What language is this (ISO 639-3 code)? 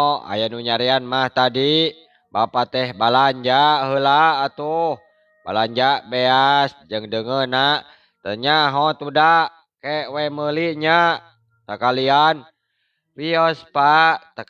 sun